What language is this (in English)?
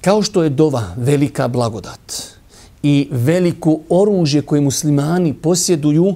Bosnian